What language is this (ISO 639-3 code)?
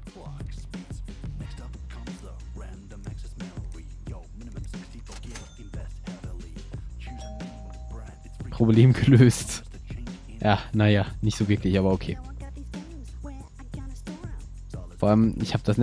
deu